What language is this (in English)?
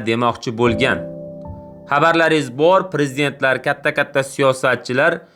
Uzbek